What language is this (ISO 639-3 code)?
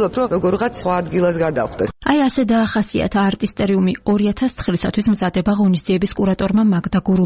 kat